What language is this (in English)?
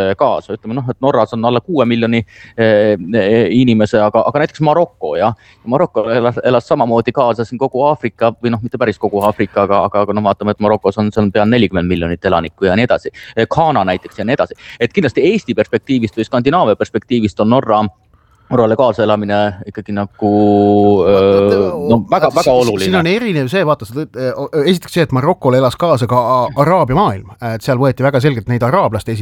Estonian